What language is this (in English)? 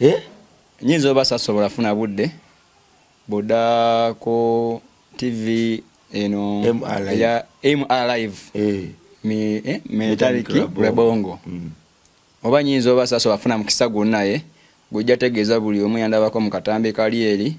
Ganda